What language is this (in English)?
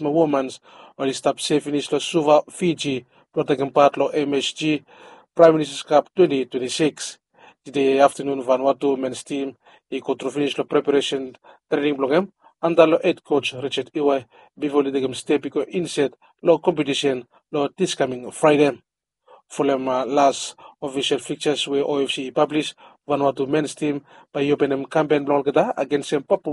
Bislama